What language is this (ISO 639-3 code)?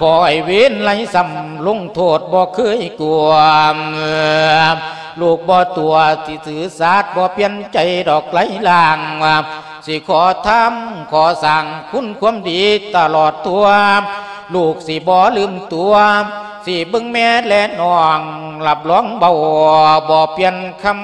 lao